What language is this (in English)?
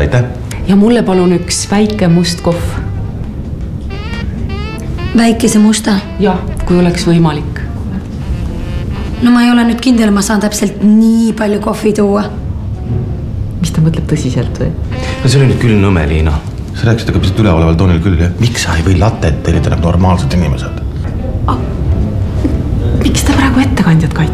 Estonian